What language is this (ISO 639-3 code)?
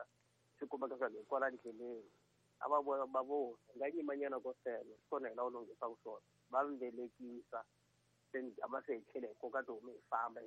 tso